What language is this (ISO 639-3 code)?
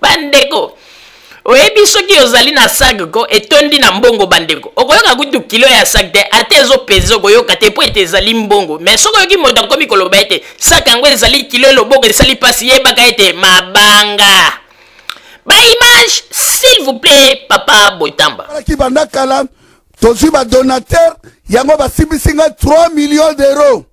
lin